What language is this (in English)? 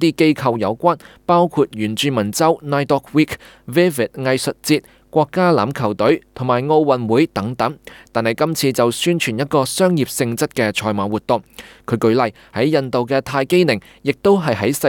Cantonese